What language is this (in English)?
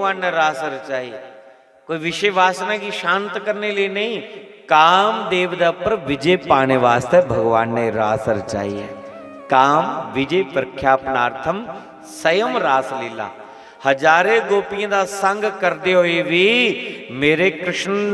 Dogri